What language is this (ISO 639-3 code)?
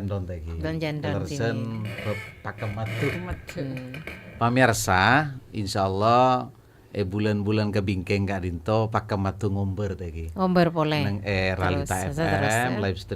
mad